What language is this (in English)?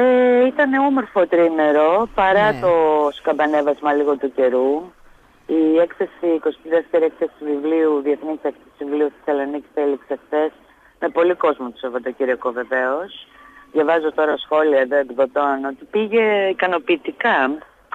Greek